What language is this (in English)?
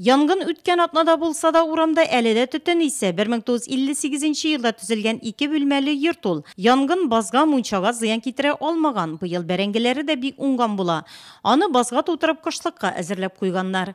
Tatar